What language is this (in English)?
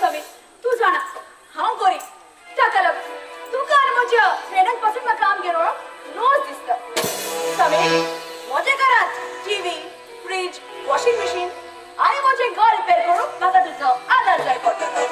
Konkani